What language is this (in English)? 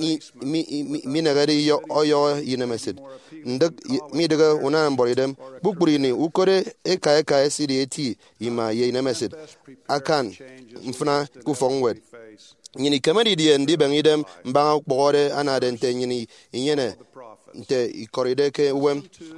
Efik